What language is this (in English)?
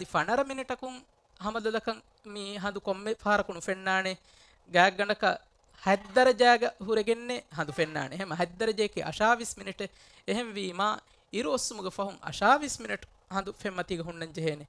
Divehi